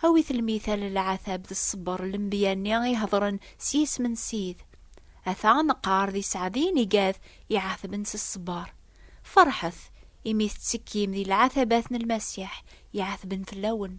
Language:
Kabyle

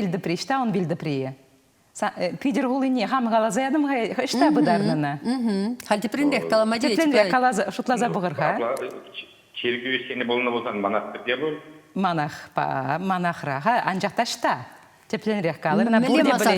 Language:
Chuvash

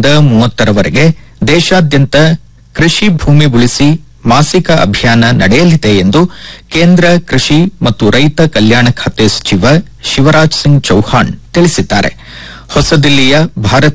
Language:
Kannada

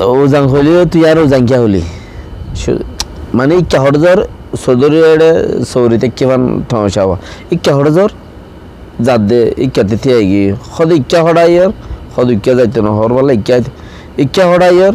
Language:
Rohingya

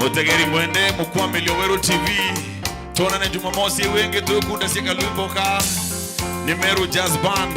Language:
Meru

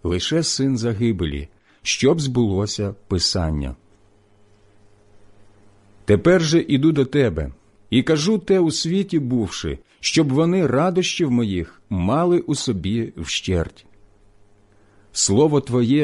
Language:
Ukrainian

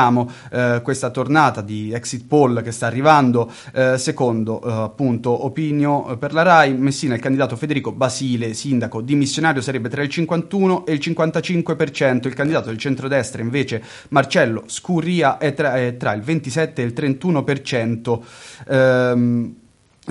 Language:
Italian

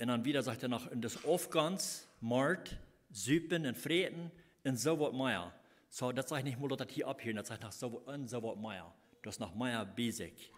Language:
Plautdietsch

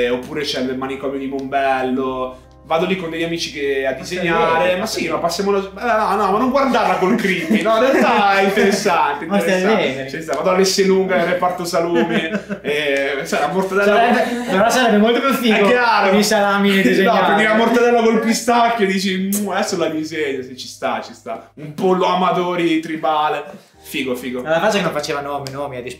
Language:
Italian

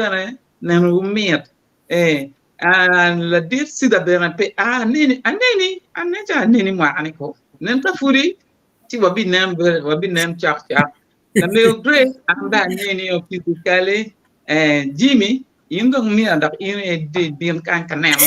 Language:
Acoli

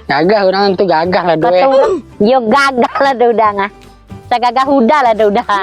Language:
Minangkabau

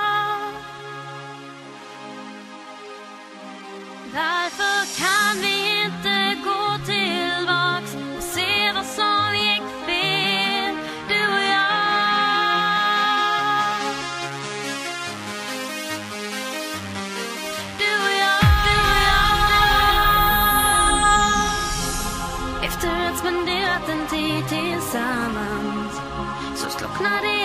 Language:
Swedish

